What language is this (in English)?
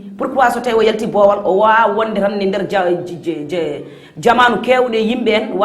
Fula